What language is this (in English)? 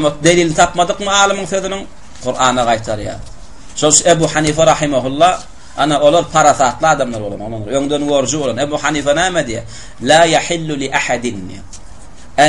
Turkmen